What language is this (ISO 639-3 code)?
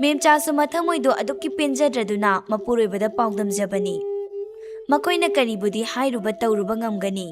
mni